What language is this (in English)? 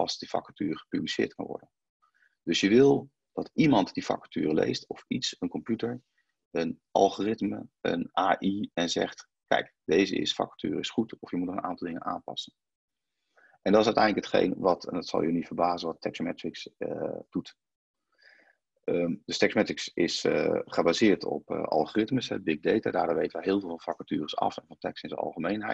Dutch